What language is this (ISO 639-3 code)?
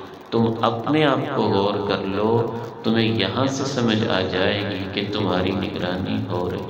urd